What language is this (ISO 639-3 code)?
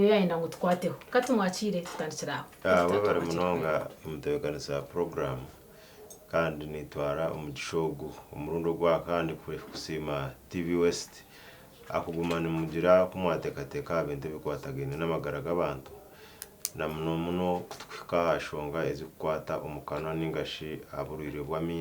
nyn